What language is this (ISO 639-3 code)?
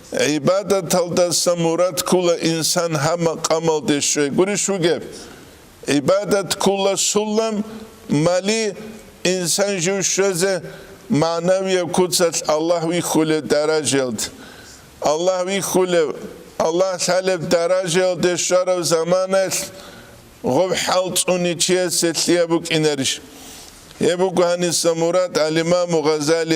ava